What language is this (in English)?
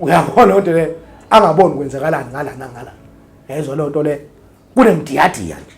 Zulu